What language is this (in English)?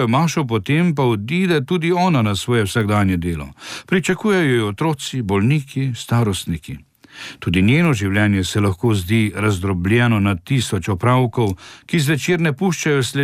Slovenian